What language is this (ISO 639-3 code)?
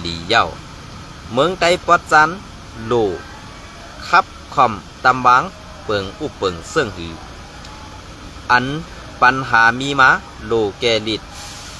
shn